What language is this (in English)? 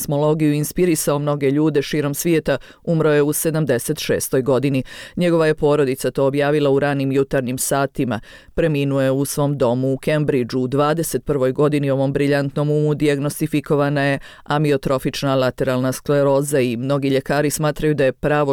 Bosnian